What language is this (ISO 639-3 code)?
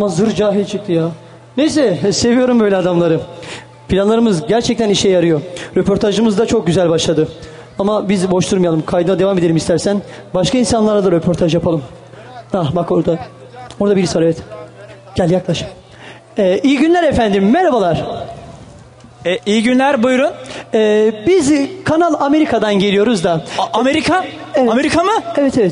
tur